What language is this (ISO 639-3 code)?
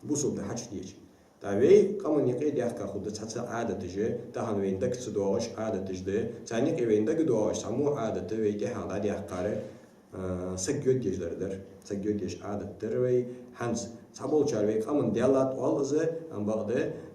inh